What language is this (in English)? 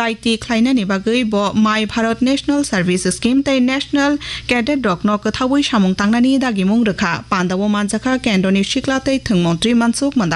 Kok Borok